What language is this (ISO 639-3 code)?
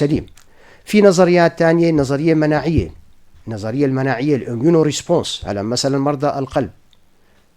apc